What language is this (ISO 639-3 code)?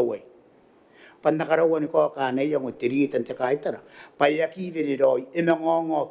gil